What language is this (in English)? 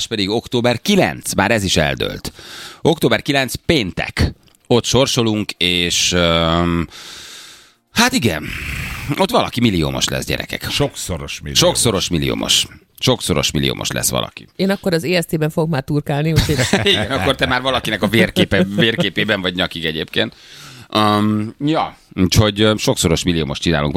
Hungarian